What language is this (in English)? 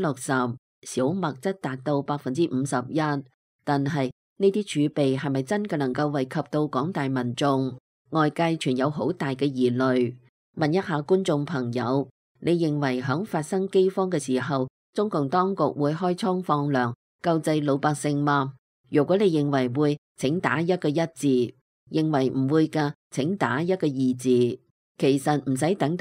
Cantonese